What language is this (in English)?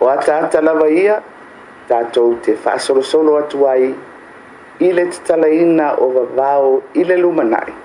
Samoan